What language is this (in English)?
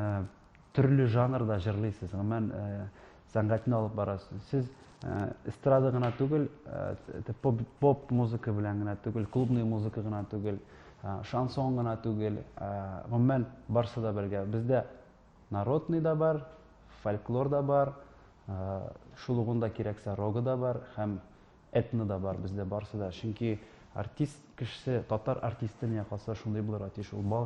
Tatar